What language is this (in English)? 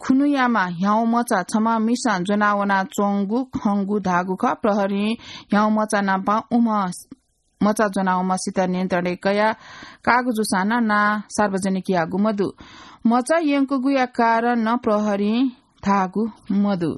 Newari